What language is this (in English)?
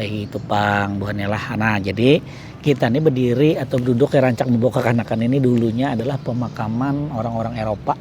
Banjar